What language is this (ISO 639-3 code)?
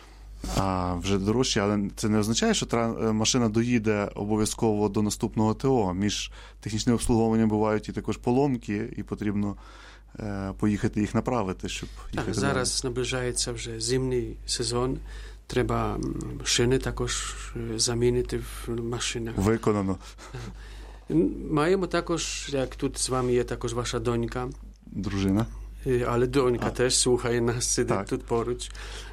ukr